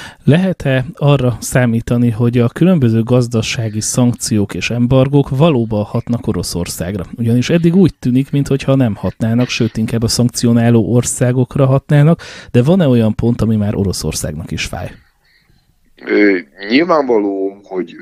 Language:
Hungarian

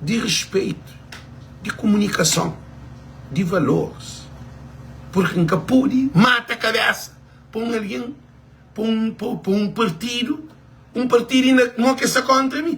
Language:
Kabuverdianu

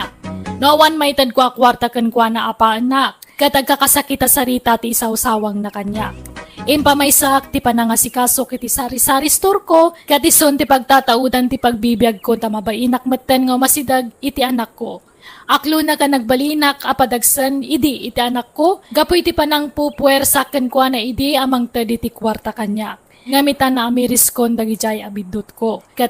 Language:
Iloko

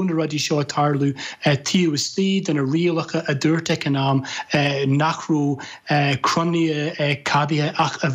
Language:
Irish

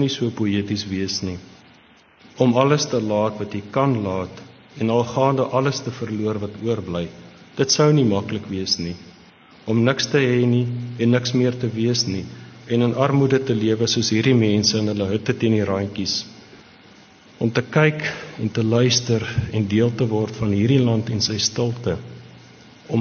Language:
Afrikaans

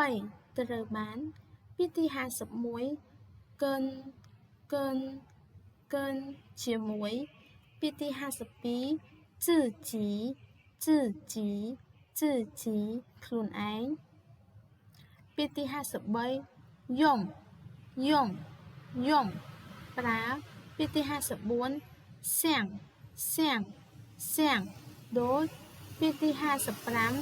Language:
Khmer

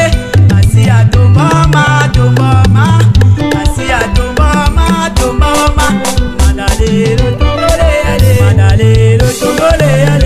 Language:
Tetela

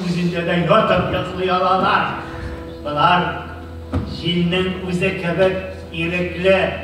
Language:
Tatar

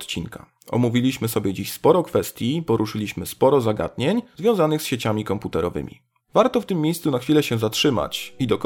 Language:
Polish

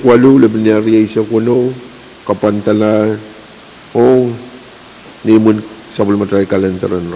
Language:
Pohnpeian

